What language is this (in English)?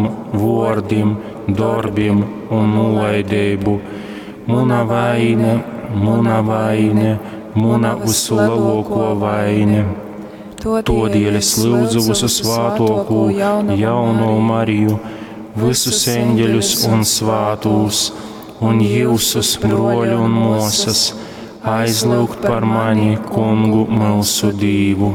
Latgalian